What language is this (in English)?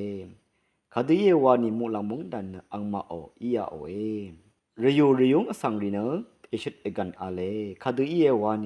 Rawang